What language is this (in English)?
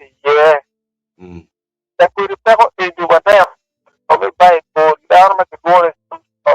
Acoli